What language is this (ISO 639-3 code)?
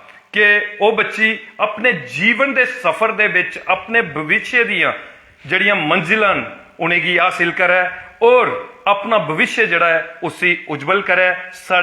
doi